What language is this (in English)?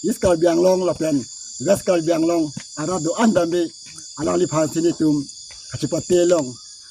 Karbi